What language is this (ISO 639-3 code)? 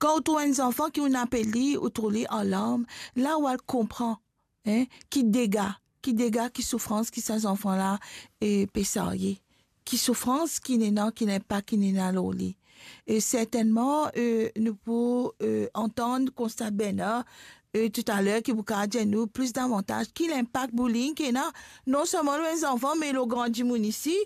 mfe